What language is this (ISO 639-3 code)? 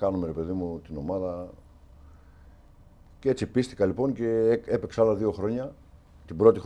ell